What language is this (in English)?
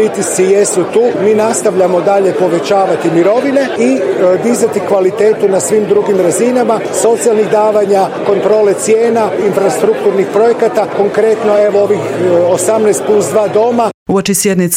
Croatian